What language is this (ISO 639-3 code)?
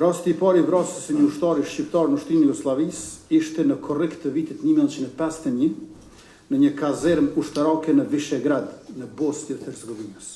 sqi